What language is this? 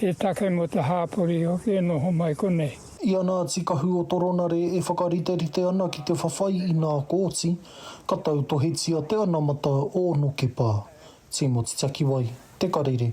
Māori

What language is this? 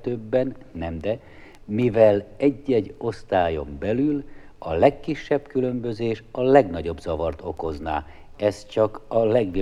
Hungarian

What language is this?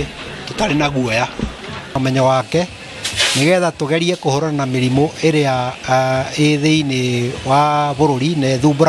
Kikuyu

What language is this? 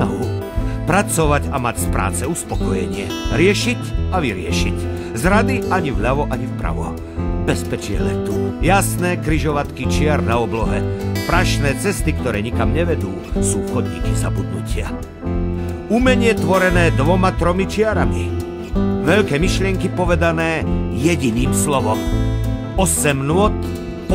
Slovak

